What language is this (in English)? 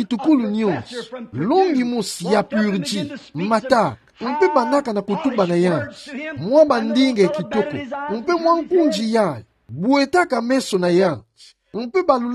Kituba (Democratic Republic of Congo)